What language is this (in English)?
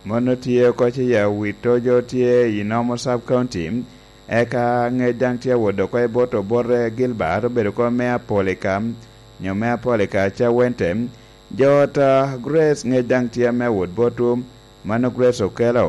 Lango (Uganda)